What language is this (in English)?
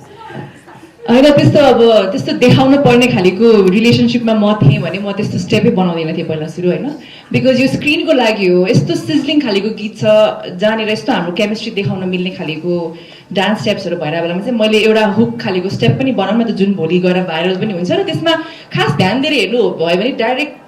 Nepali